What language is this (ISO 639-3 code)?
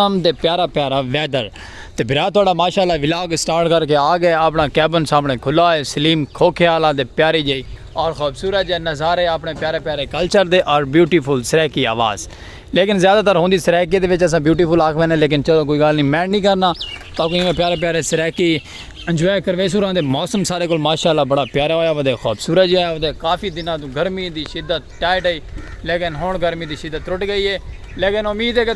skr